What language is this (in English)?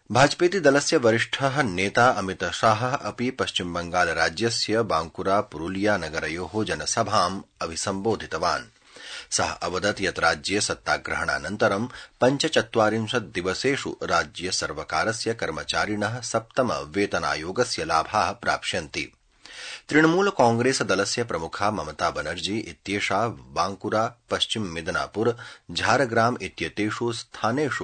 Sanskrit